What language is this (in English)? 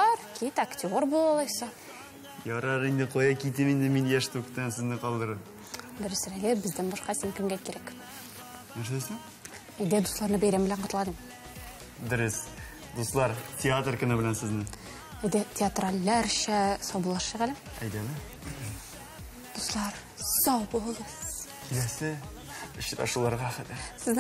Tatar